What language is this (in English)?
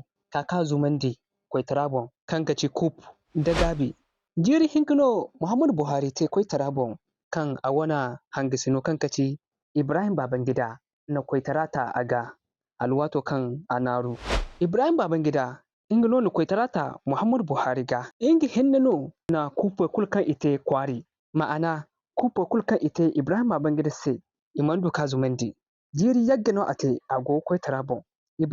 Zarma